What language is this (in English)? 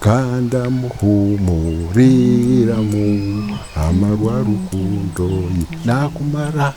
Nyankole